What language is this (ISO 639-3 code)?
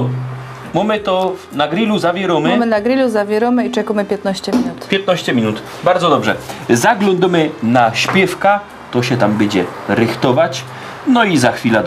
szl